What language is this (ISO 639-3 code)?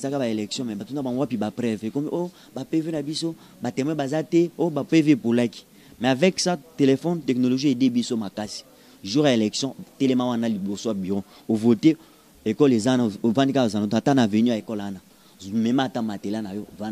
lin